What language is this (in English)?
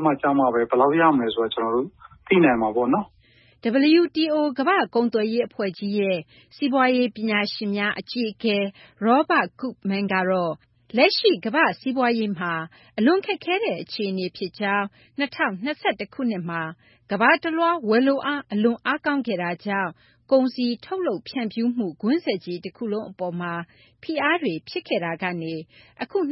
Burmese